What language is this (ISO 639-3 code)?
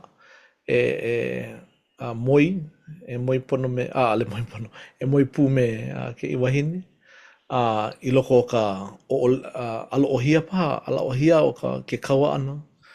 haw